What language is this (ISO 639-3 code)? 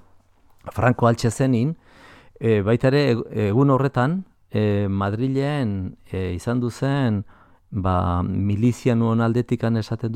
eus